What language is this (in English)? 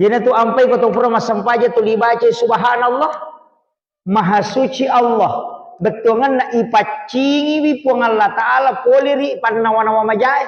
Buginese